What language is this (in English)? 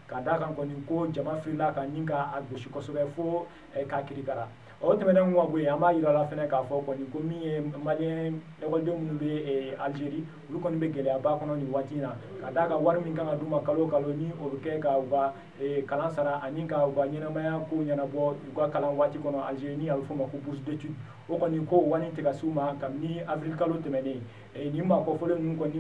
Bambara